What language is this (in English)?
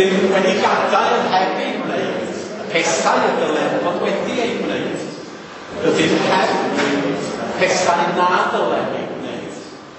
Welsh